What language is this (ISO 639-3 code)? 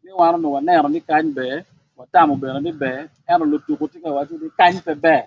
ach